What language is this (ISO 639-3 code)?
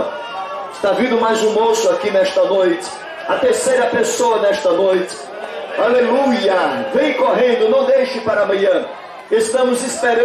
por